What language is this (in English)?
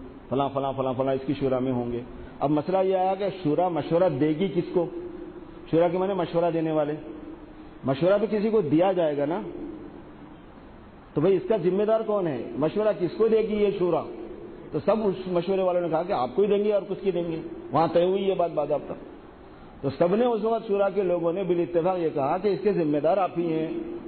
Urdu